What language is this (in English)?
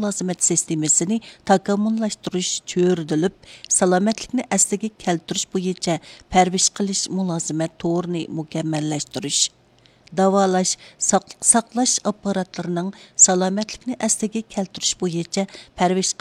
Uyghur